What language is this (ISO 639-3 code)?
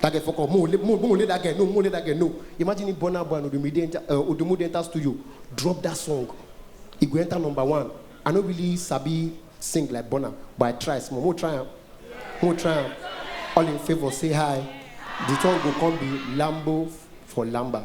pcm